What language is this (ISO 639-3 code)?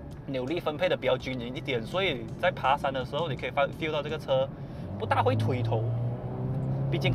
zho